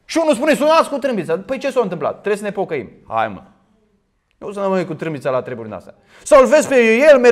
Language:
Romanian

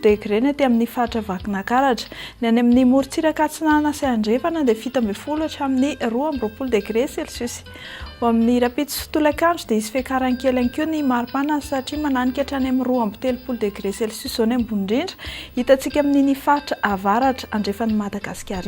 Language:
Malagasy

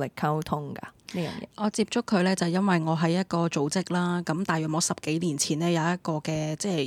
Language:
Cantonese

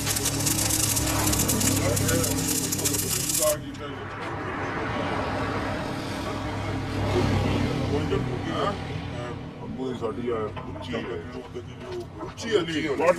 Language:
Punjabi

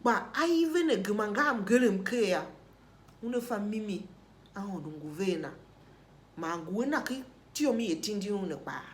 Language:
Tiv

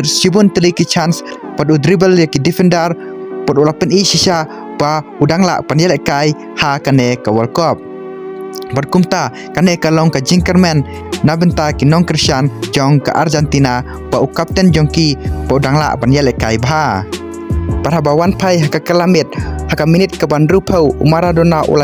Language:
Khasi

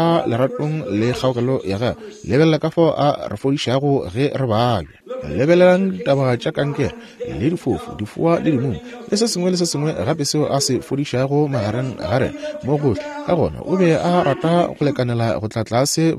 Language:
Northern Sotho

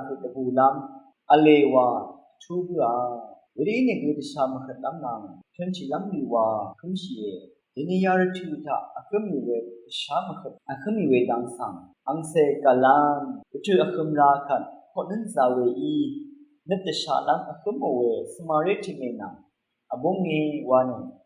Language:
Rawang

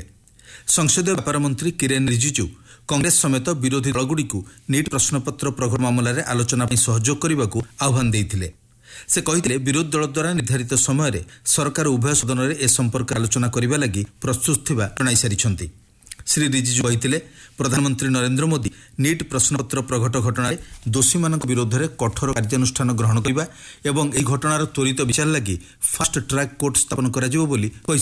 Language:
Odia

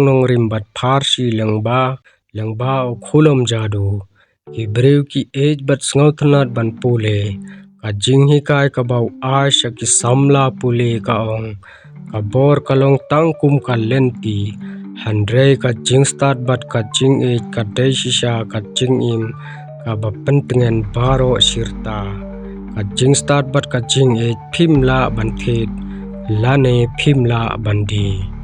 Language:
Khasi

